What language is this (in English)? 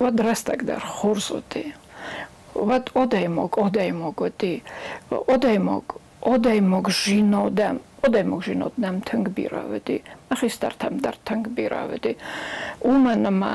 Ossetic